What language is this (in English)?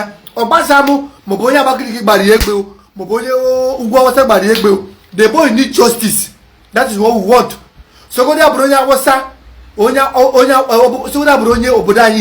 Igbo